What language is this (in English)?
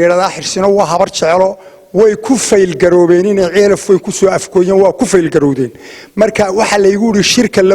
Somali